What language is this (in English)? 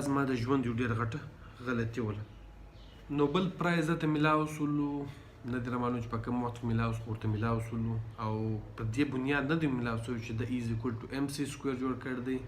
Pashto